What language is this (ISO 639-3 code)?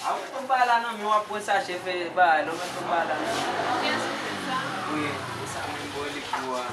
hat